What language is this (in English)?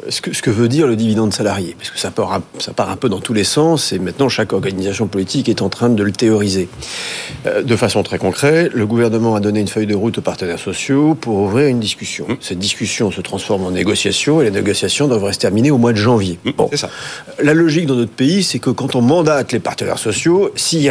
French